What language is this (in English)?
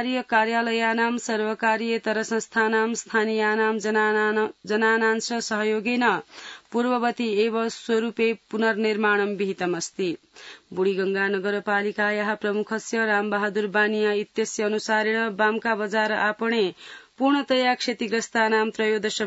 Sanskrit